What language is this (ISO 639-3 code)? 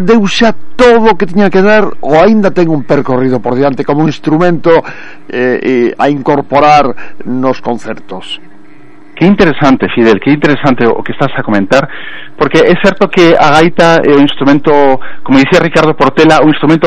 glg